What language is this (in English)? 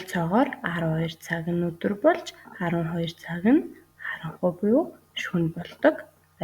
Mongolian